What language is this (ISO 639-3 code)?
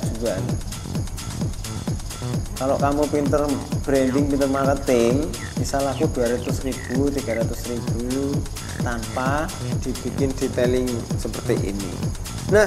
ind